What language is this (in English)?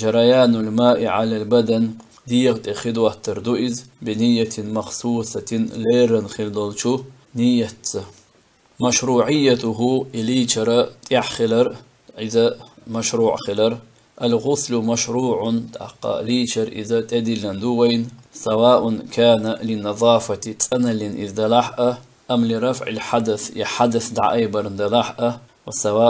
Chechen